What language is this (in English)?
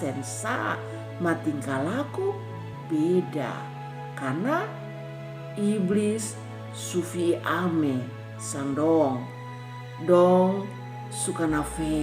Kupang Malay